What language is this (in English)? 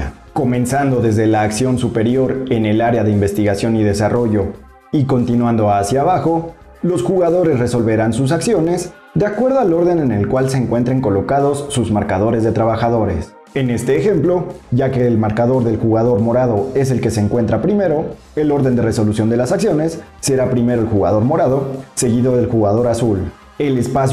Spanish